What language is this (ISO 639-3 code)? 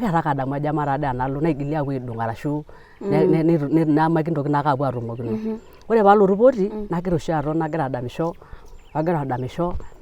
mas